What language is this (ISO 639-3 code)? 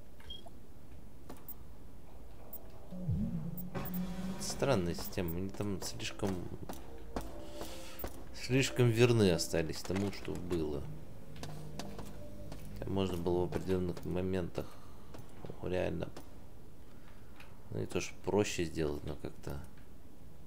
rus